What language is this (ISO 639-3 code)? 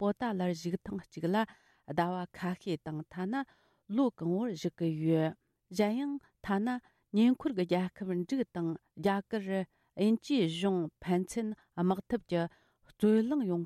bod